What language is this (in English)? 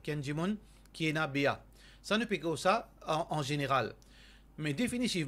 Morisyen